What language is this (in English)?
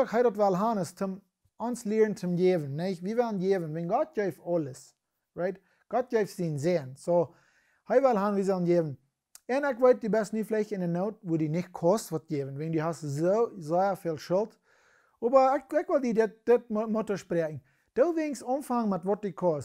Plautdietsch